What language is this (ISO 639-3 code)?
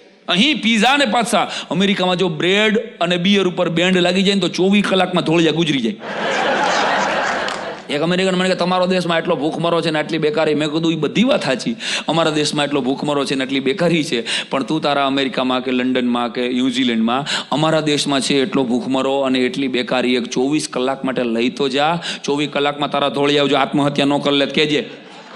guj